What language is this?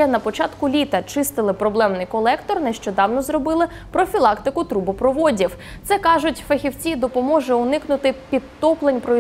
Ukrainian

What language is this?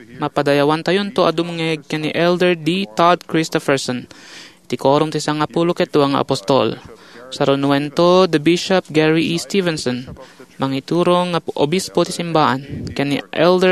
Iloko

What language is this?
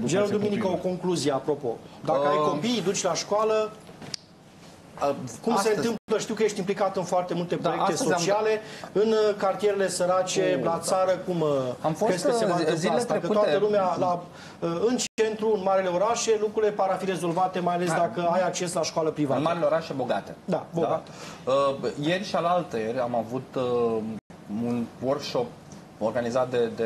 Romanian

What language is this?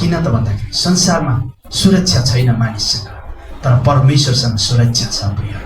Nepali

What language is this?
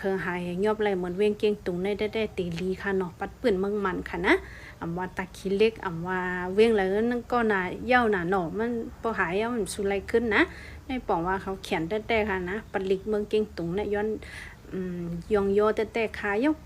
Shan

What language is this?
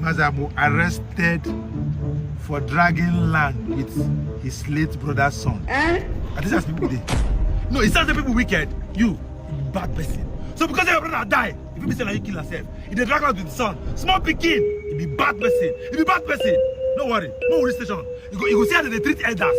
Nigerian Pidgin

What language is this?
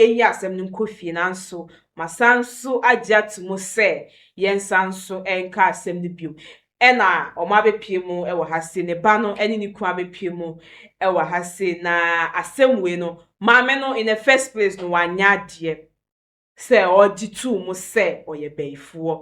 Akan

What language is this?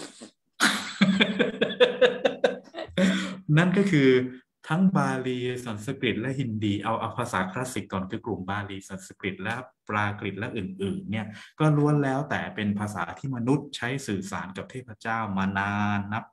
Thai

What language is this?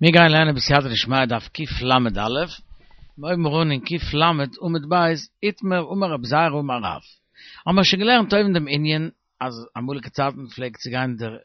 Yiddish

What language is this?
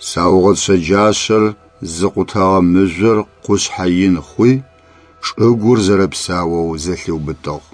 Adyghe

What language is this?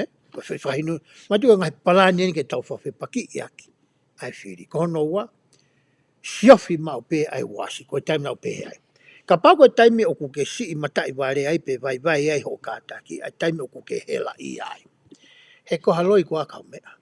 Tongan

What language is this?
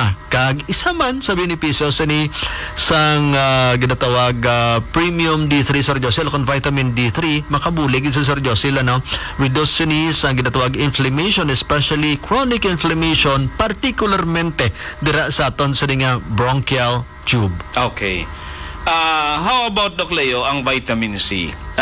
Hiligaynon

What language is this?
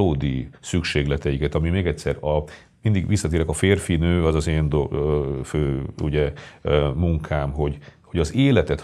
Hungarian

